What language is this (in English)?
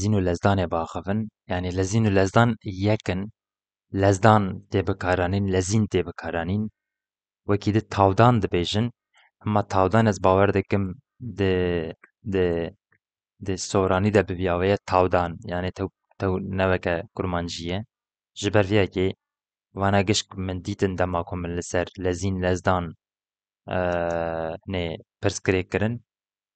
Kurdish